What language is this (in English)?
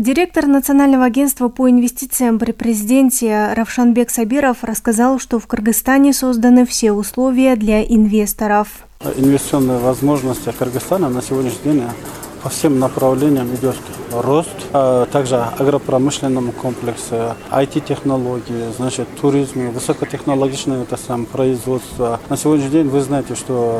Russian